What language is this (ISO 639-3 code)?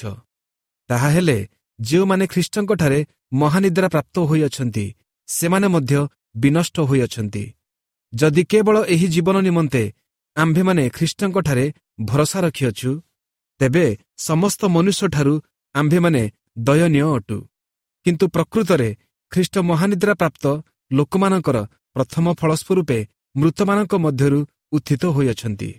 ori